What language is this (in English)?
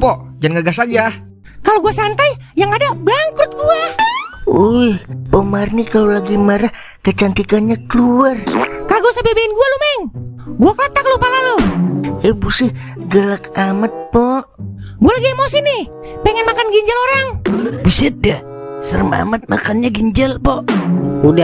Betawi